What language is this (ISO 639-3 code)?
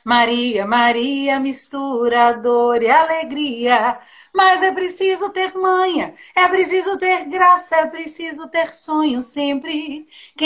por